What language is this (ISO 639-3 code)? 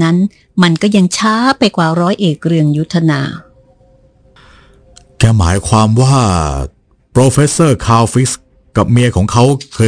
tha